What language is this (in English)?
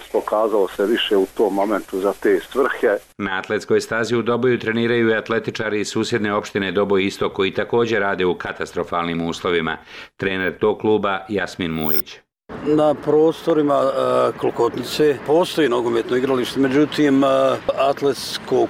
Bosnian